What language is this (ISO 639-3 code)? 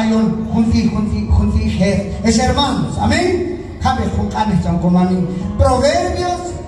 kjb